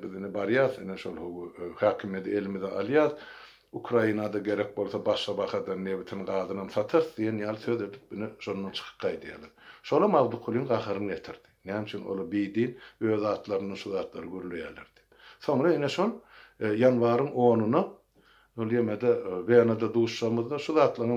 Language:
Turkmen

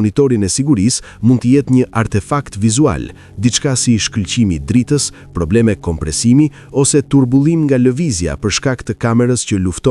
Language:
Albanian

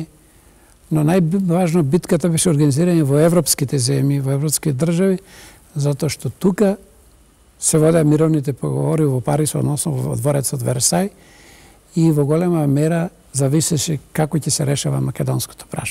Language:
Macedonian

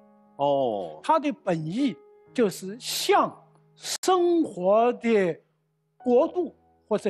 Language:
Chinese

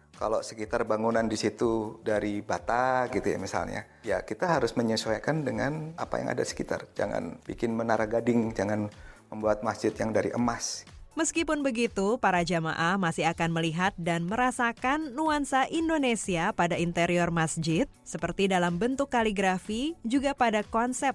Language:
Indonesian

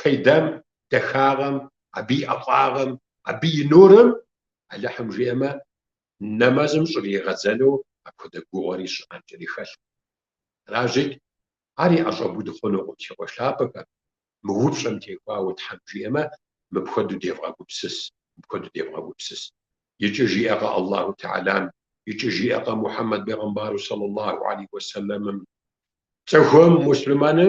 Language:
Kabardian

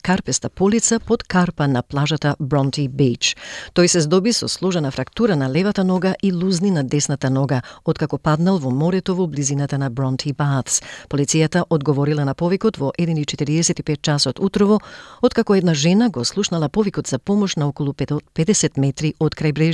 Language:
Macedonian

